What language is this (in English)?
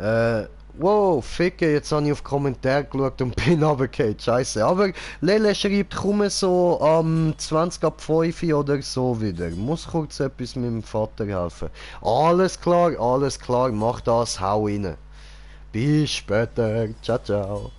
Swiss German